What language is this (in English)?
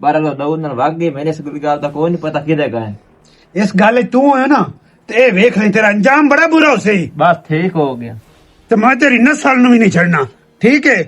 Western Panjabi